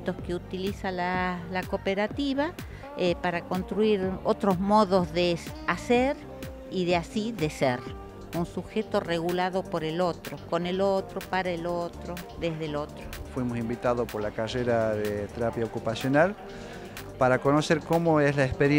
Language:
Spanish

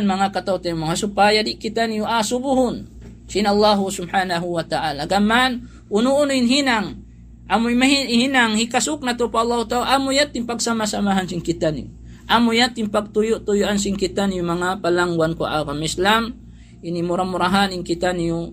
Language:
Tausug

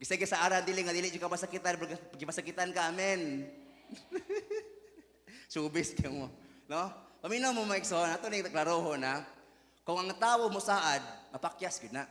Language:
Cebuano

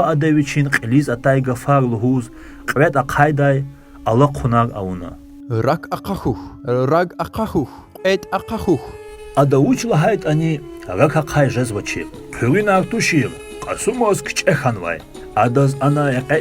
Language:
Lezghian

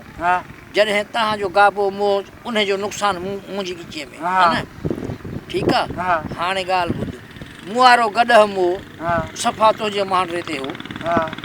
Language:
Sindhi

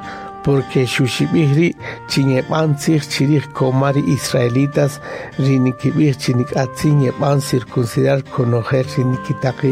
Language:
Kaqchikel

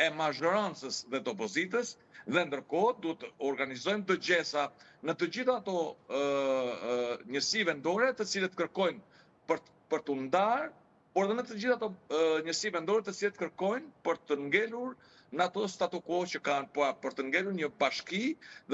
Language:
Albanian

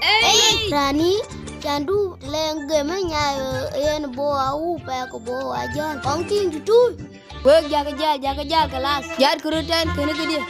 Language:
Dinka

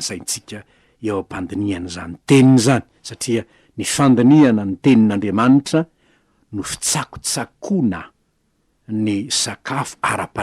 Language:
Malagasy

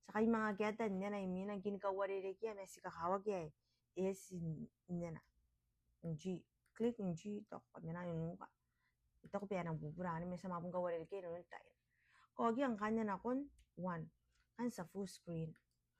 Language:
Gilbertese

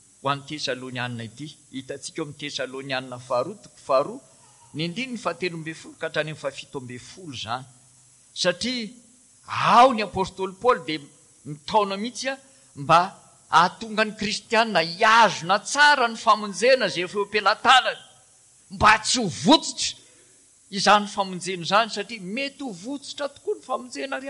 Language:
Malagasy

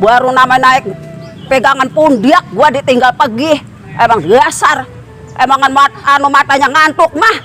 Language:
Betawi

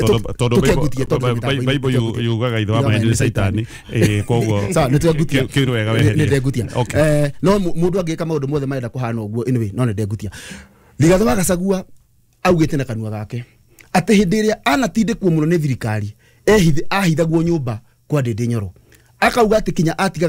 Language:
Kikuyu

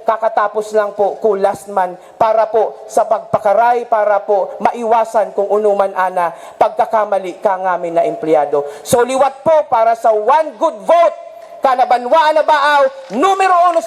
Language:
Bikol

